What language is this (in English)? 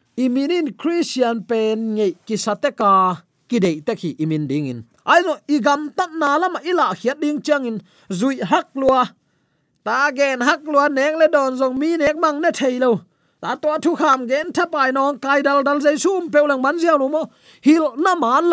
Tedim Chin